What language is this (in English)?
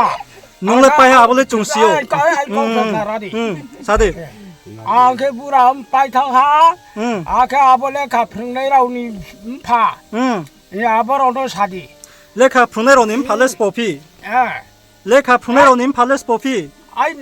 Riang (India)